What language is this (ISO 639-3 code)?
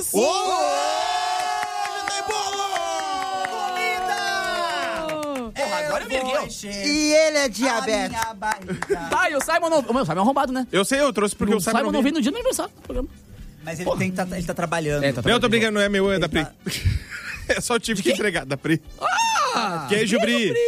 por